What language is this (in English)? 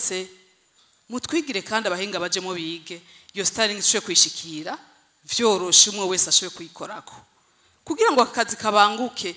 Rundi